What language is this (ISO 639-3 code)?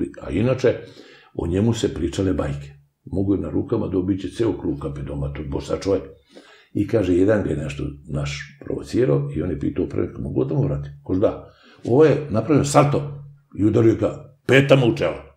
srp